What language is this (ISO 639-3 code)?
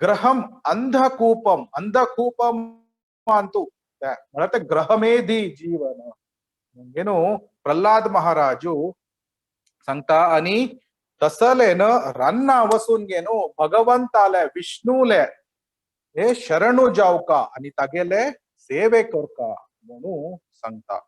kok